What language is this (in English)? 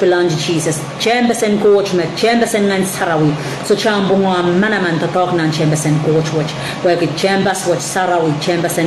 Pohnpeian